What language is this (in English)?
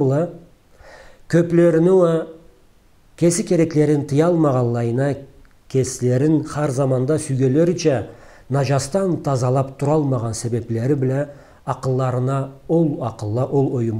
Karachay-Balkar